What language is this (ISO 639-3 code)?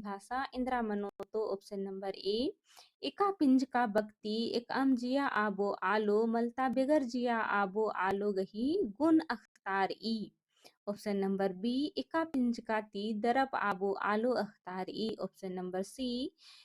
kru